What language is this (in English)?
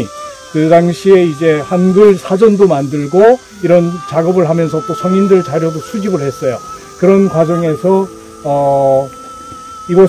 Korean